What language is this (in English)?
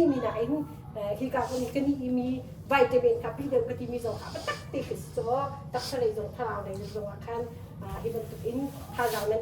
Hakha Chin